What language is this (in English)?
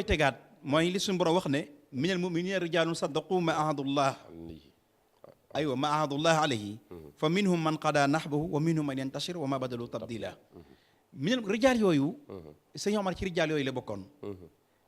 Wolof